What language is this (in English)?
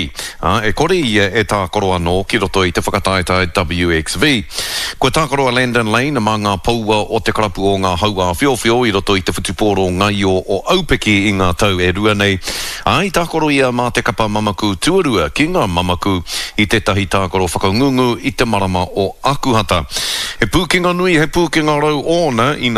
Māori